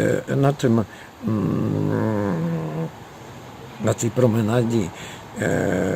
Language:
Rusyn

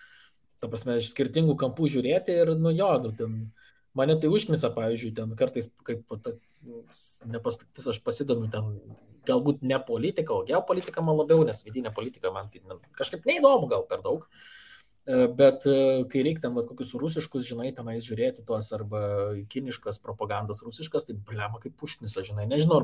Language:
Lithuanian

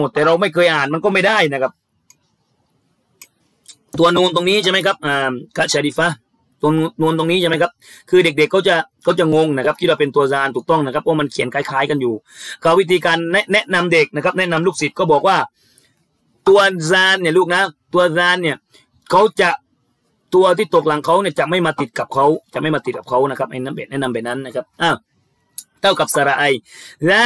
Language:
Thai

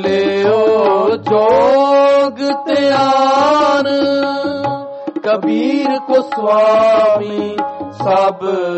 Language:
Punjabi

